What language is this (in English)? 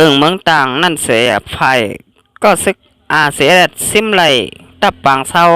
Shan